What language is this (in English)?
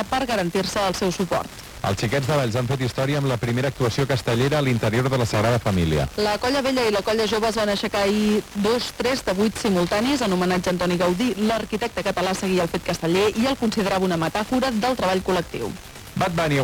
Catalan